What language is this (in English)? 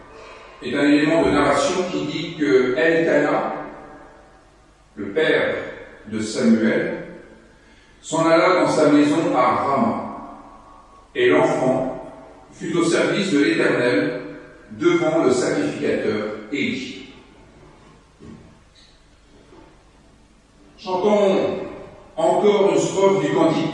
French